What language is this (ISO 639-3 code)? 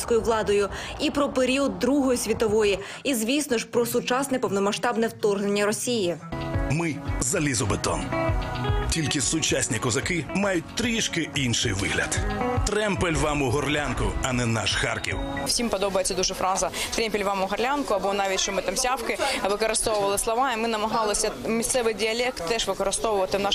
ukr